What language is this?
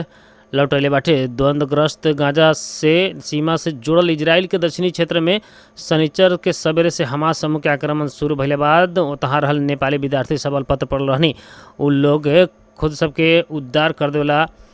Bhojpuri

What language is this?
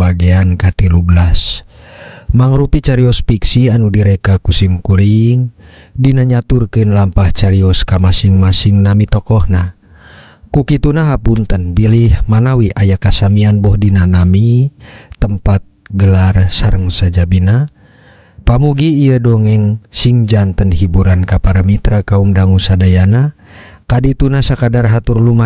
Sundanese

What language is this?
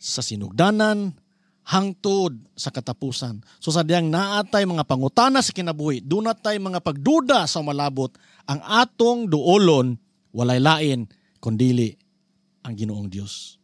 Cebuano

